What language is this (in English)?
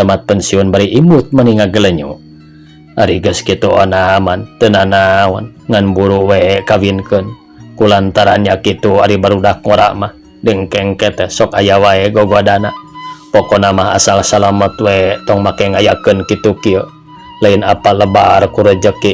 Sundanese